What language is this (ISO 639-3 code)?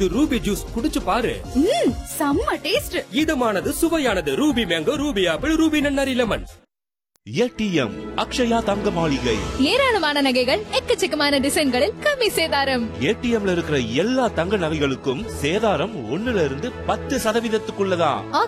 tam